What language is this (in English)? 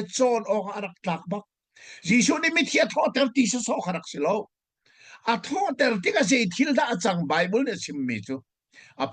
Hakha Chin